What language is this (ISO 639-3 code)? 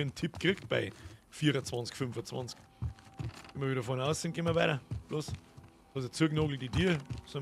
bar